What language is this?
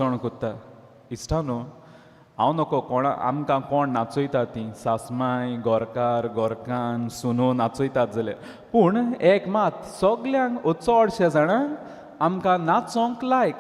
Konkani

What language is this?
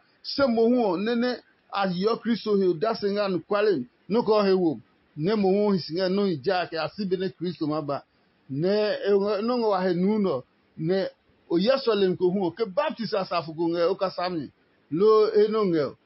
Adangme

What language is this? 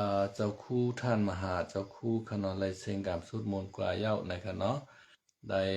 Shan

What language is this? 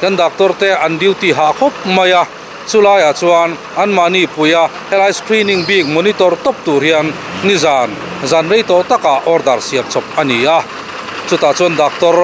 Mizo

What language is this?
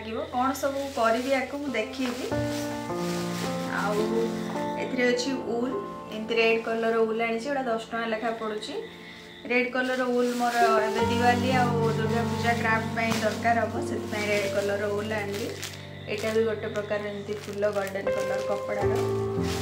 Odia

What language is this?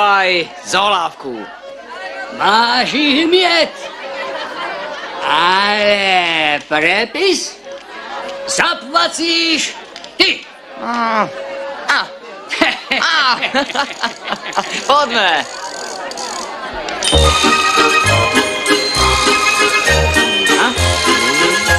Slovak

